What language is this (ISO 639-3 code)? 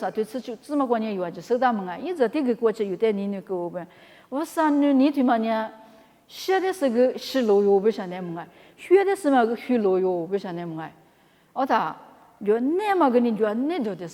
lis